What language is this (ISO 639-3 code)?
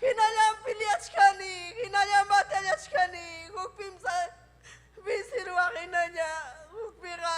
quy